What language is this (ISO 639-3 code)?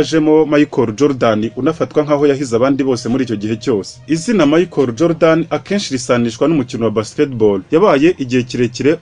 kin